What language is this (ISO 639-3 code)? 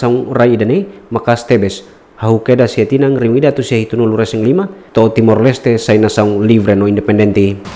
tet